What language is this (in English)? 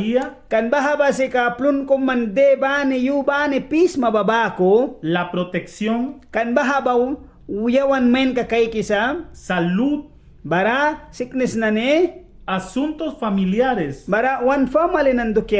Mískito